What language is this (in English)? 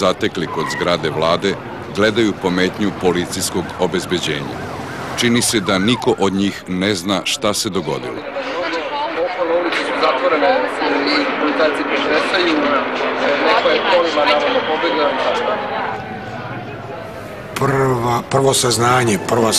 Serbian